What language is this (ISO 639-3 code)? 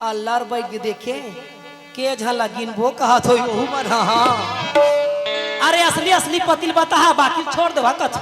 hne